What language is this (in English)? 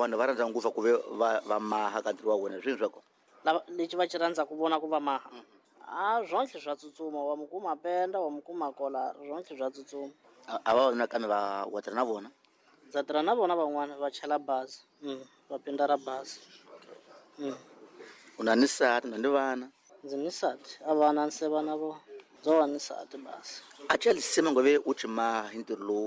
Tsonga